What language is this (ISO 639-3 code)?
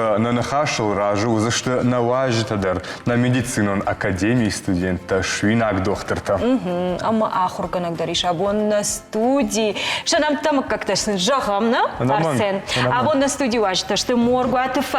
oss